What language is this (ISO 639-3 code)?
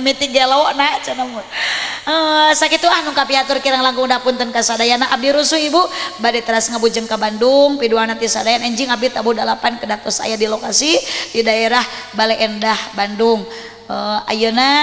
sun